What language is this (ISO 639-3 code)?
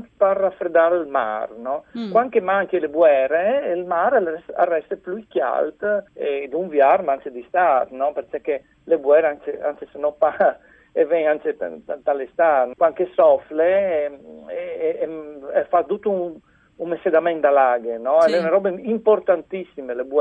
fur